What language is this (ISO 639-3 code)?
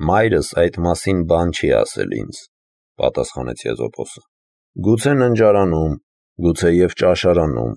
hye